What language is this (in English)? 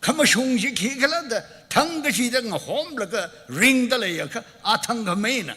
Tangkhul Naga (India)